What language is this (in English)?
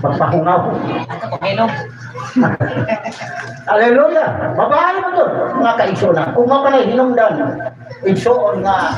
Cebuano